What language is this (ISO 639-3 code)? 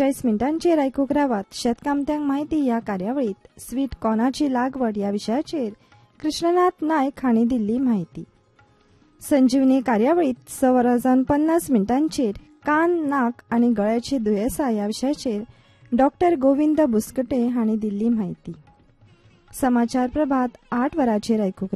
kok